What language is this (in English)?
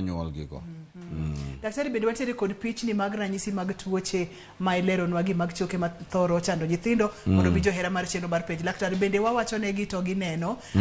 Luo (Kenya and Tanzania)